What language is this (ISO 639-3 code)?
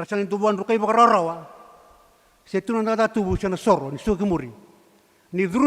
fij